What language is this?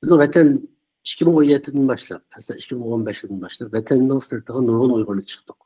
Uyghur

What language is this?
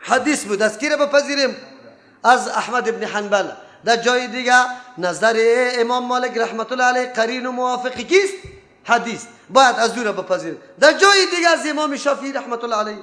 Persian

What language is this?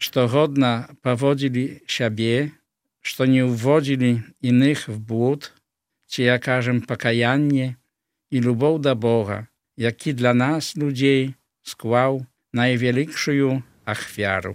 Belarusian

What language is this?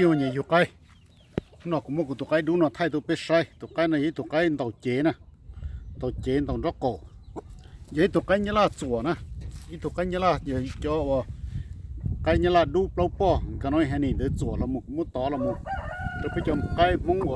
Hmong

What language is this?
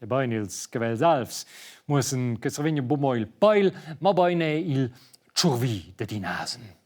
Romansh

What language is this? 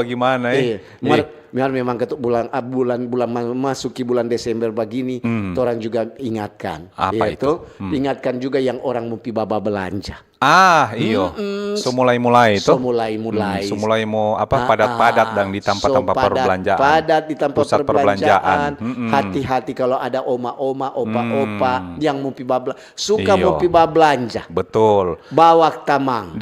Manado Malay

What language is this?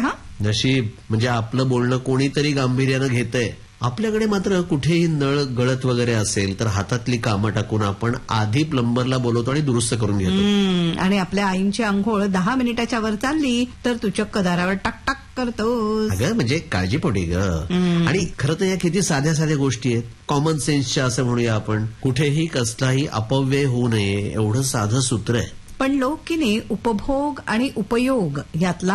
Marathi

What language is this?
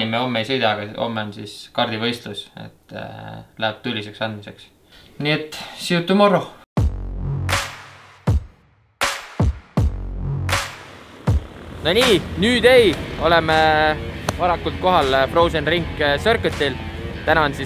Estonian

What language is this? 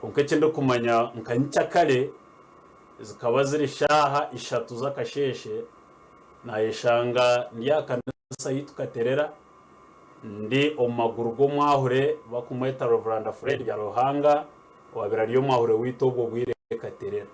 Nyankole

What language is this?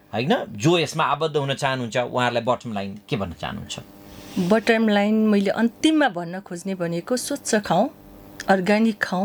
Nepali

